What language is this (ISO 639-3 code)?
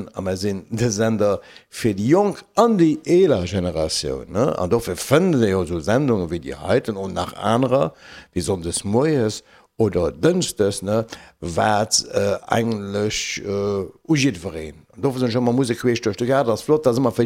ltz